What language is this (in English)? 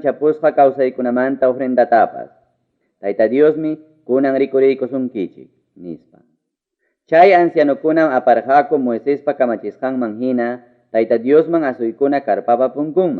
Ayacucho Quechua